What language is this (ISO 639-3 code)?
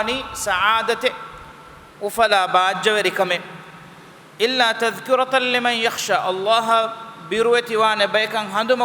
div